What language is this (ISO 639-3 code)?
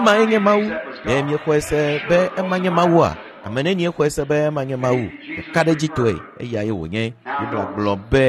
ewe